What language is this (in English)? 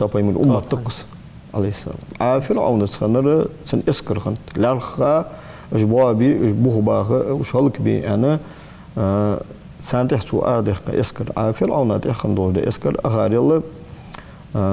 Ingush